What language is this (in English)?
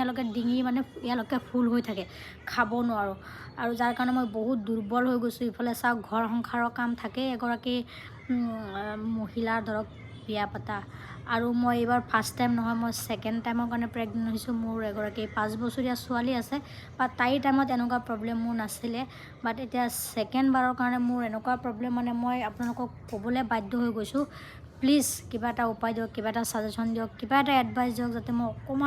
Assamese